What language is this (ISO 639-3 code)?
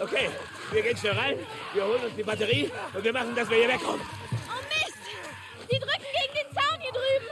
bar